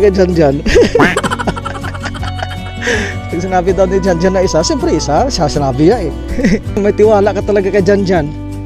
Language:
Filipino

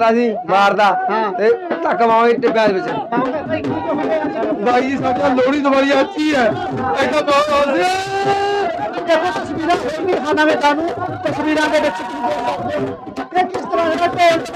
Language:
Punjabi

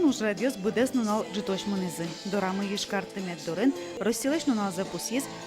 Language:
Udmurt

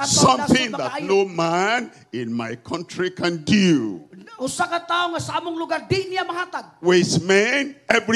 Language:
Cebuano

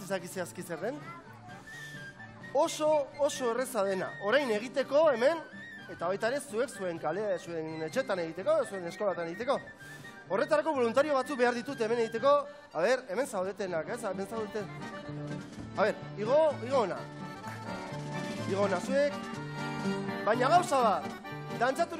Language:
Basque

